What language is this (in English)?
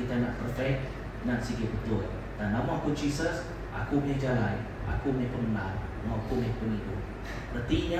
Iban